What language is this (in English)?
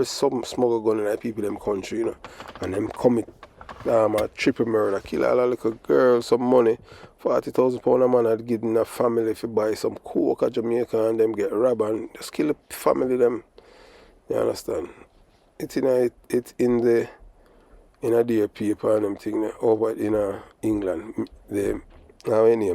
Jamaican Creole English